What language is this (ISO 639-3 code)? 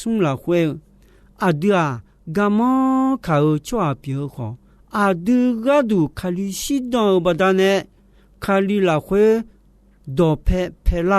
ahk